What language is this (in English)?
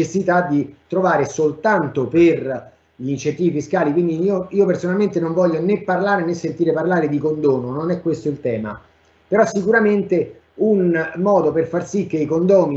Italian